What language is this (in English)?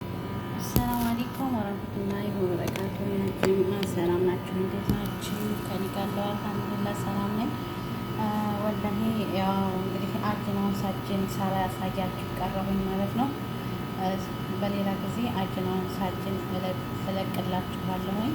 Amharic